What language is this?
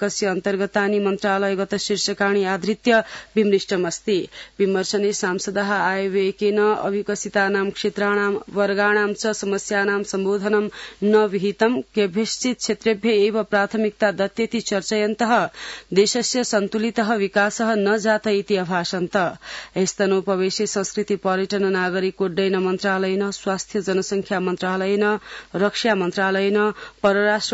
Sanskrit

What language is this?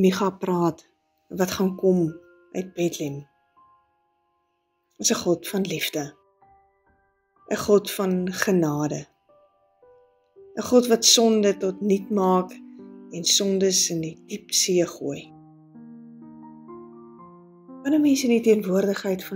Afrikaans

